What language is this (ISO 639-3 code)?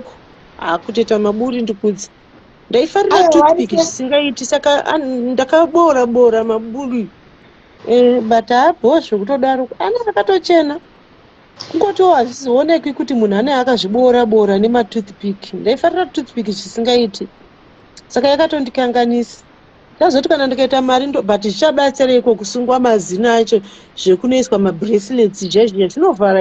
sna